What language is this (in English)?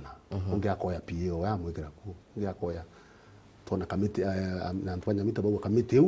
Meru